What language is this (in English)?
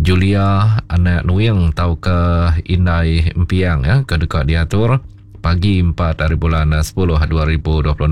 Iban